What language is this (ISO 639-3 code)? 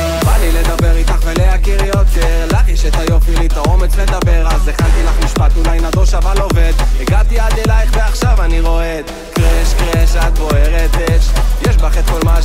heb